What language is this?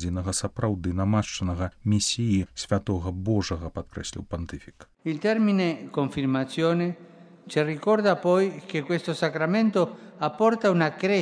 Belarusian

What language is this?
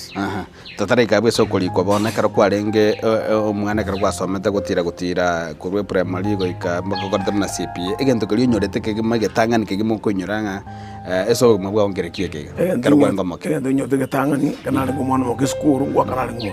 Gusii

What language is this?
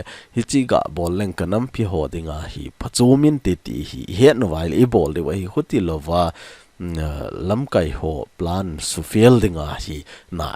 Thado Chin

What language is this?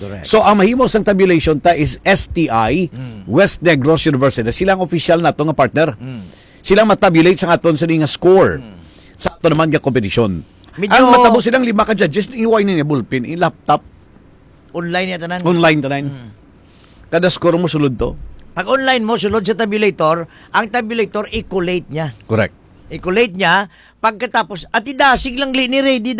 Hiligaynon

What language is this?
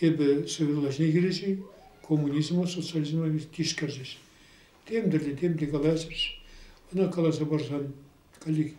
Chuvash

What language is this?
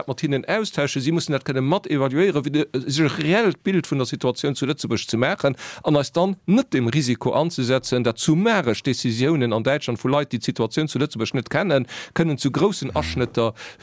Luxembourgish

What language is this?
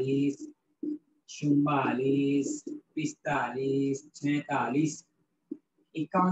Gujarati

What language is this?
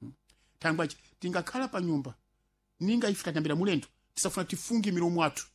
Sena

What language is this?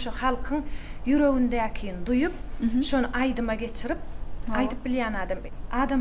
Turkmen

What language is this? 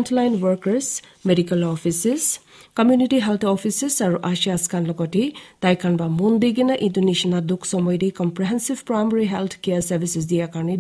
Naga Pidgin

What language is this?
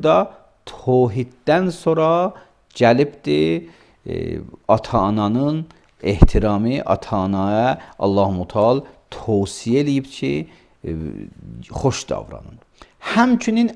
Azerbaijani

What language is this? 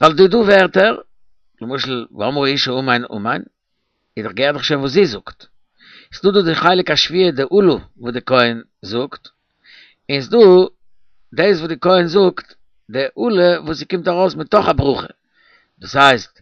Yiddish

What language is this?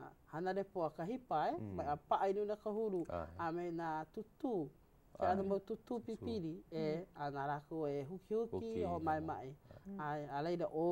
Hawaiian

